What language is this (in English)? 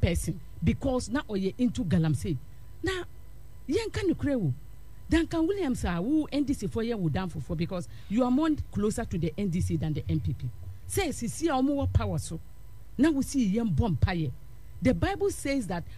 Akan